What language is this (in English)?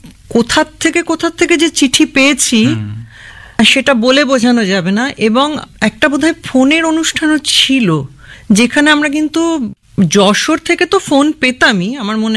Bangla